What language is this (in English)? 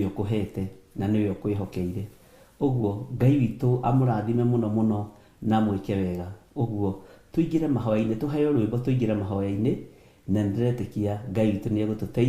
Kikuyu